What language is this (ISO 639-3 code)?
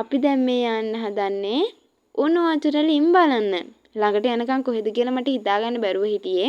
sin